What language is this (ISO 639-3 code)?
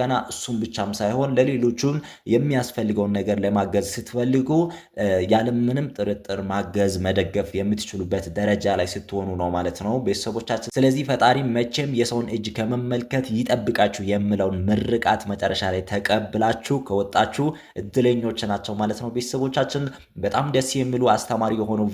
amh